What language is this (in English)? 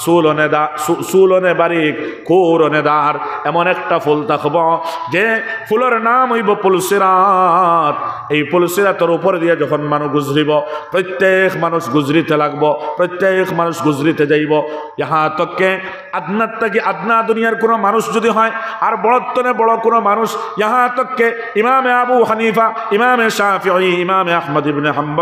Sylheti